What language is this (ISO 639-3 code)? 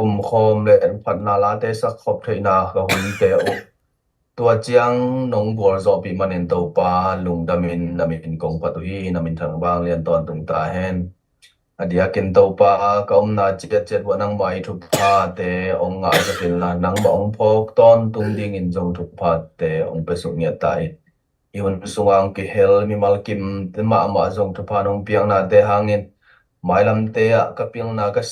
ctd